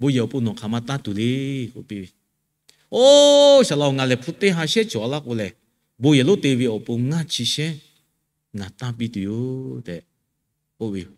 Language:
Lahu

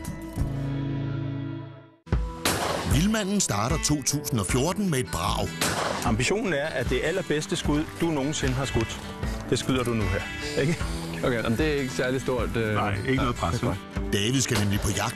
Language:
Danish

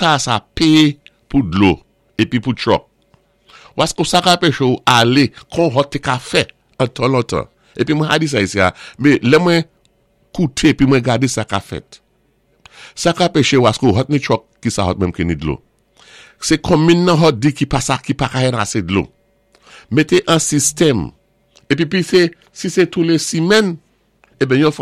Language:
Saint Lucian Creole French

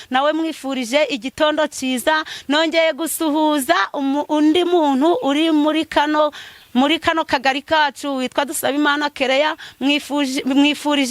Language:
Kinyarwanda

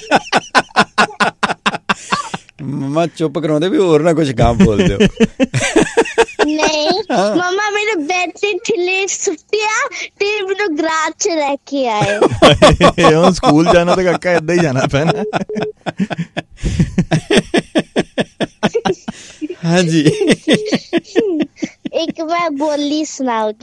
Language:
Punjabi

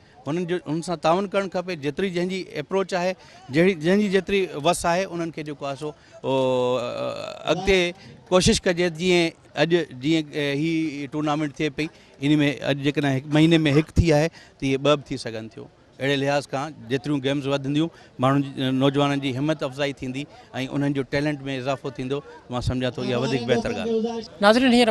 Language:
Sindhi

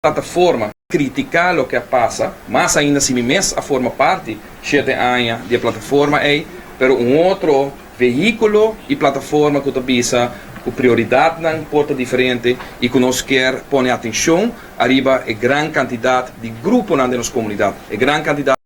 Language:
Papiamento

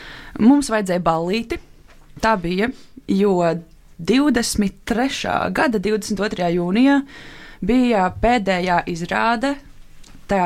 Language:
Latvian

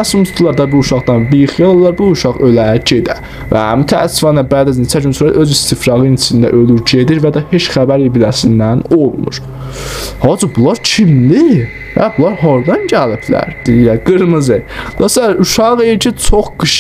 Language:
South Azerbaijani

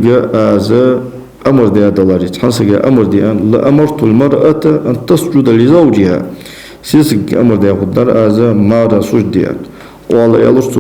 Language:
Ingush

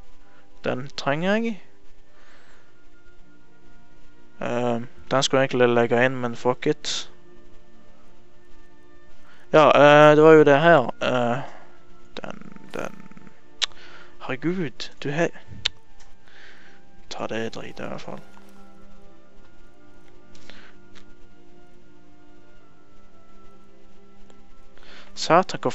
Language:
Norwegian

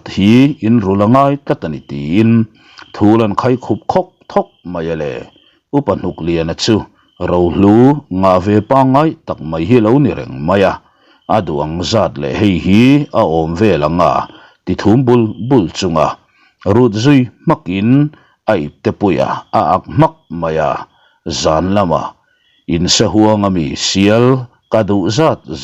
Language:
Mizo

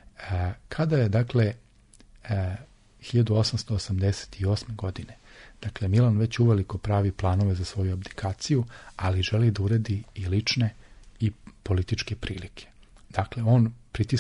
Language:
Serbian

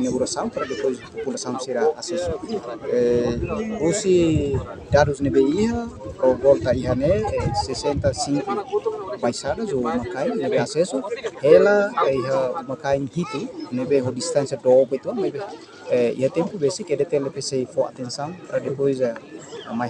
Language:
Tetum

